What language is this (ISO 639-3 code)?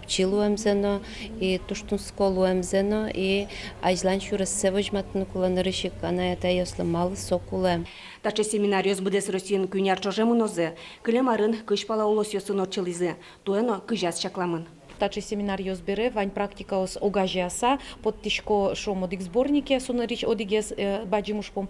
udm